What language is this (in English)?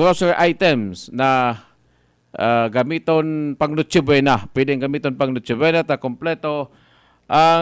Bikol